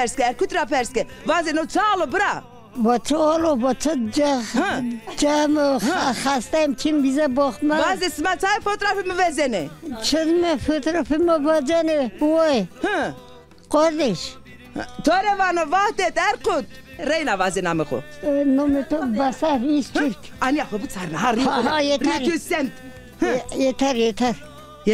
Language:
Zaza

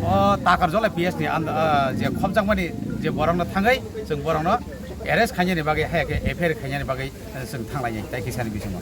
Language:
Kok Borok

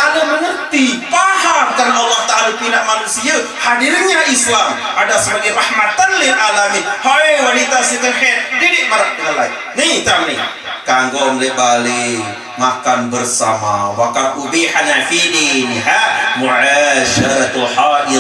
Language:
Sasak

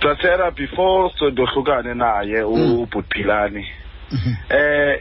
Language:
Xhosa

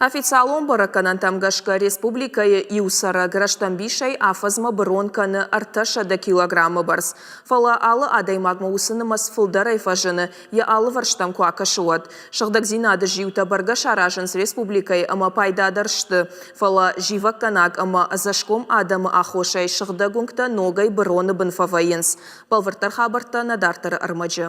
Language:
Ossetic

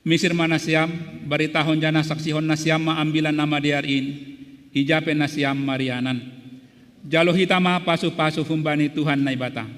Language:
Batak Simalungun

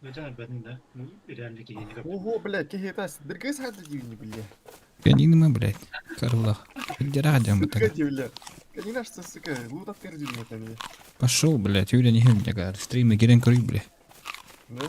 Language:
Yakut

